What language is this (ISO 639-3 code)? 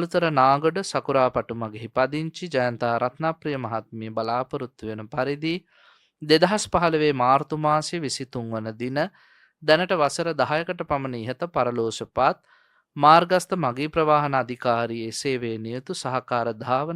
sin